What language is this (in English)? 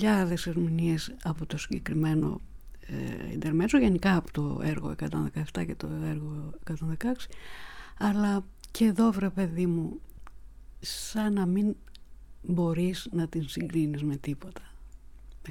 Greek